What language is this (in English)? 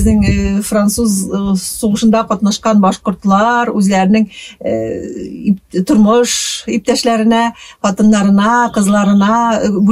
Bashkir